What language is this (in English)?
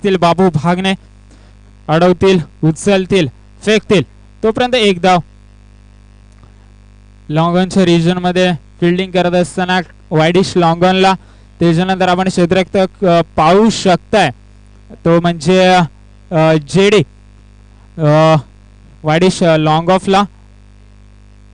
Marathi